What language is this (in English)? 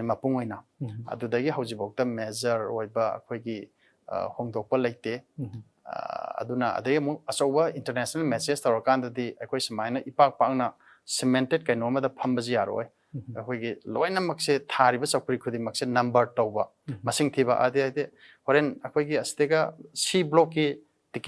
Manipuri